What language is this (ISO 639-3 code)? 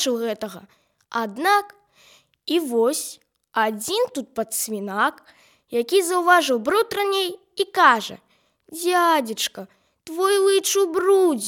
bel